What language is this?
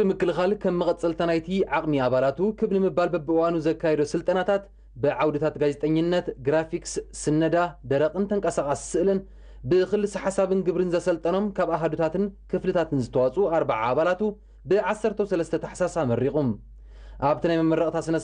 Tigrinya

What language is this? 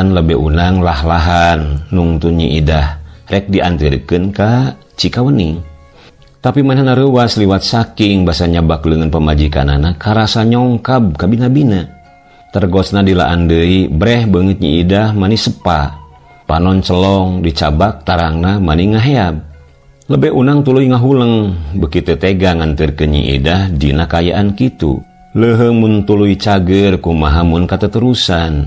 Sundanese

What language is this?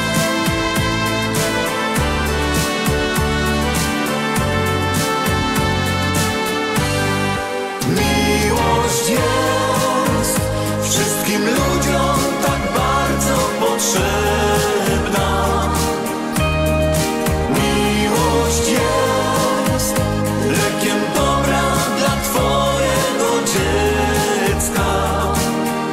Polish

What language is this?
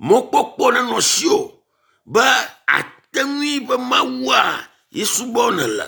Ewe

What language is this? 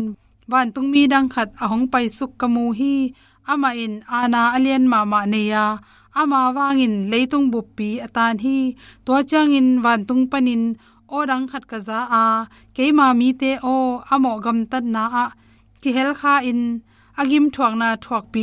Tedim Chin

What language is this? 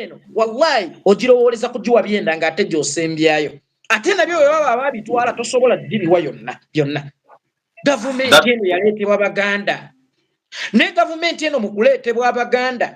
Ganda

